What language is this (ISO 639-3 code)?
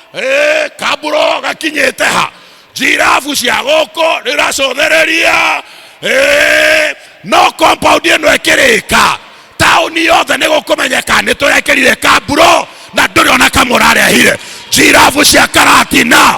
kik